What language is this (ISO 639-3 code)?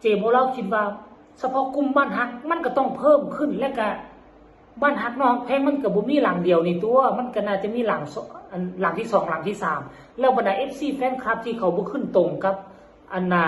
tts